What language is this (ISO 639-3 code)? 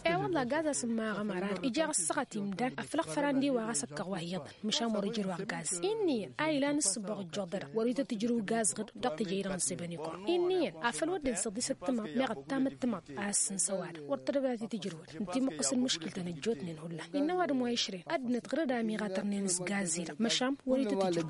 taq